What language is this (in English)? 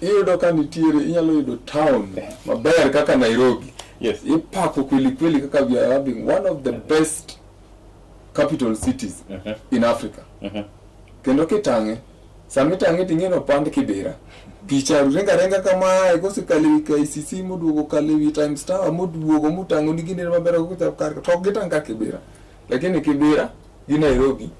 Luo (Kenya and Tanzania)